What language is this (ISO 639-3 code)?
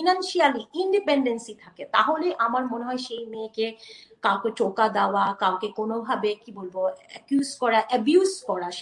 ben